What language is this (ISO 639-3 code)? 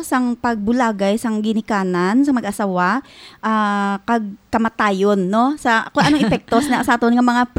hil